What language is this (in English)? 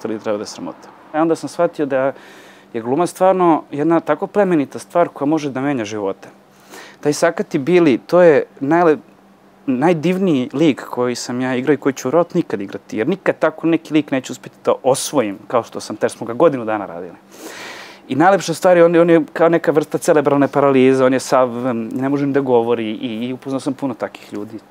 Serbian